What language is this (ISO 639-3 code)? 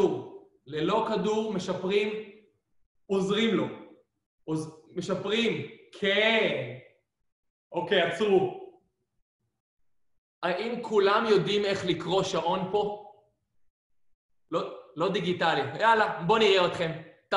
heb